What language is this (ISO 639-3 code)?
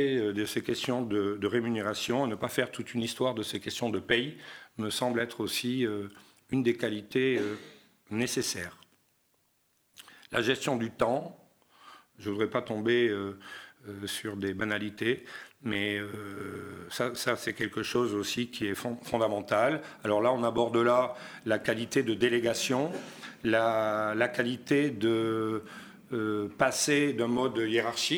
fra